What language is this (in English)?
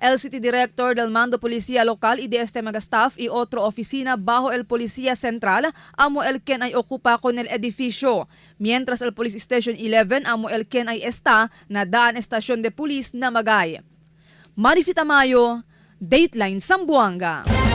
Chavacano